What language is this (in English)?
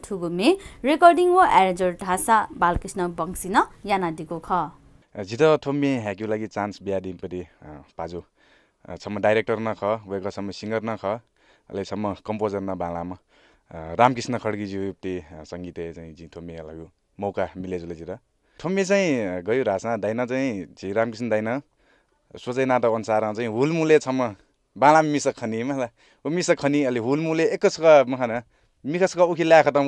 Newari